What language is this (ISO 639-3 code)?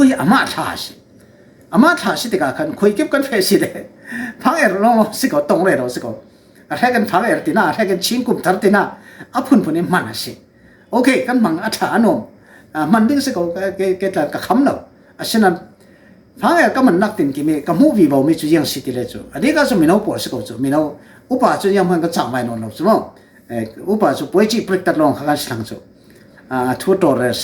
cfm